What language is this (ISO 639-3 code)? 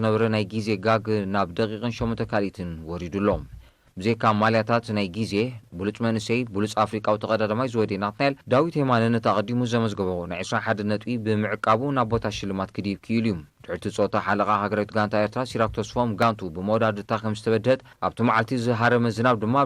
tir